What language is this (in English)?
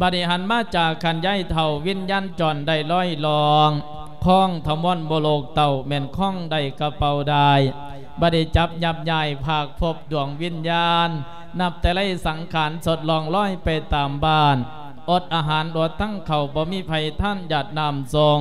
Lao